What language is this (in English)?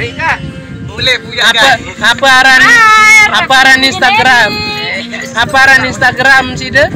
Sasak